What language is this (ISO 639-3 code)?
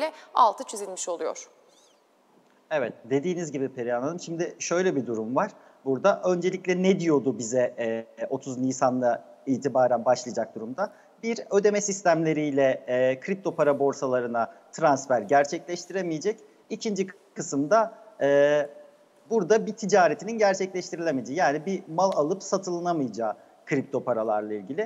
tur